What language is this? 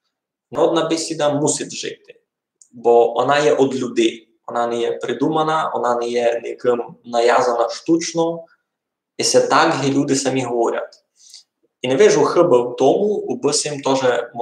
Rusyn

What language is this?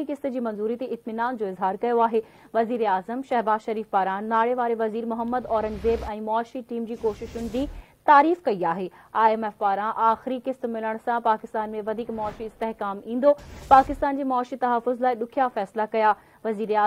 Sindhi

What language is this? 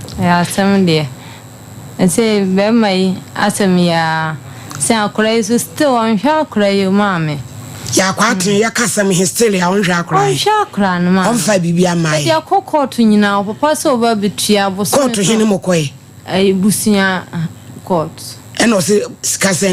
Akan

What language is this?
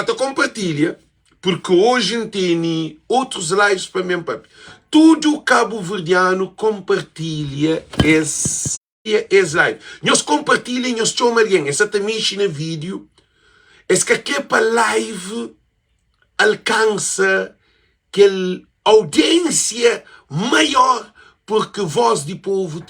Kabuverdianu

